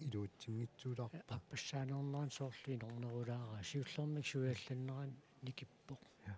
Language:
Kalaallisut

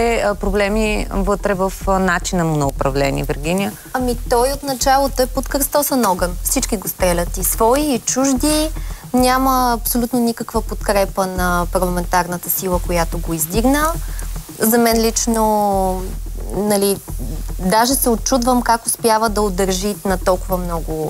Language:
Bulgarian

